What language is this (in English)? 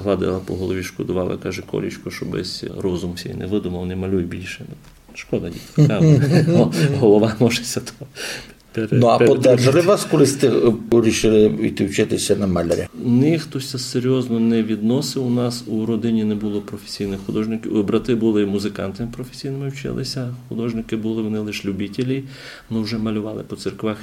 Rusyn